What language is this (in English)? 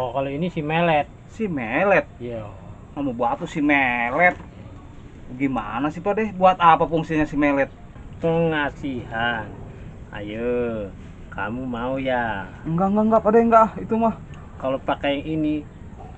Betawi